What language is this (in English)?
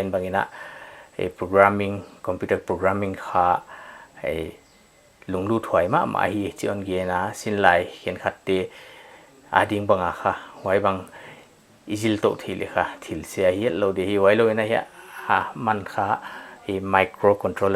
Paite Chin